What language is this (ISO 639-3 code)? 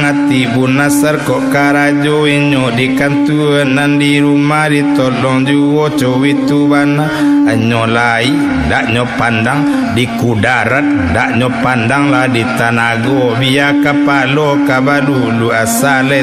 min